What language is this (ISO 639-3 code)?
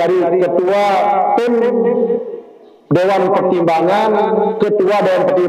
sas